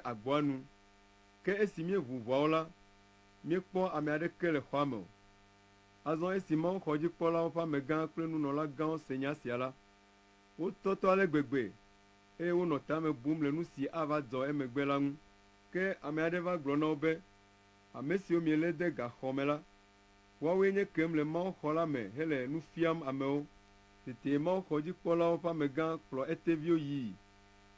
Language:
Ewe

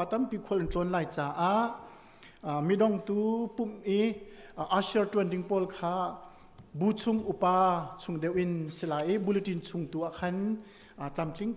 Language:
Hakha Chin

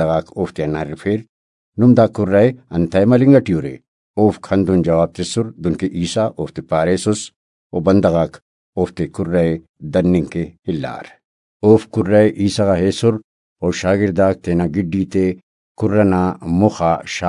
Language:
Brahui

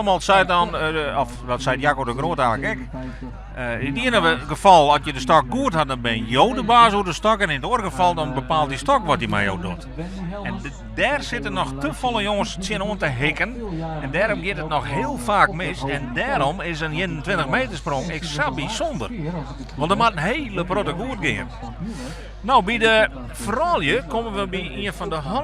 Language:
Western Frisian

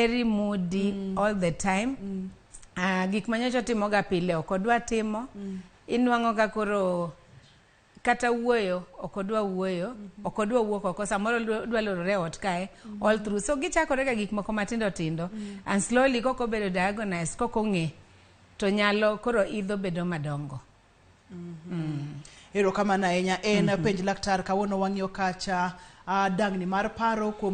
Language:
Luo (Kenya and Tanzania)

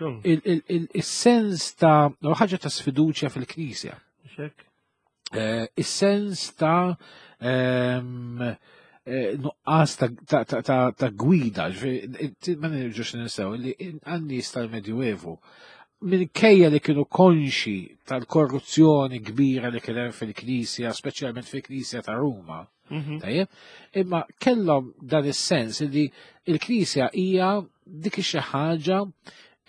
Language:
Maltese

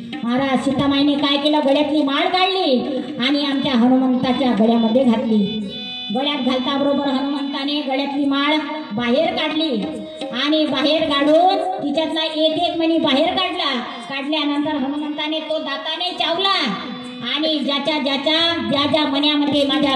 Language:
Marathi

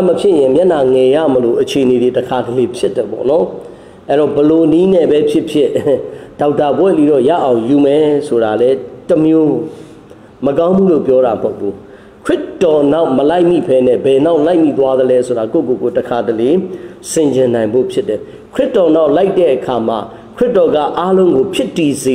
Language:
Burmese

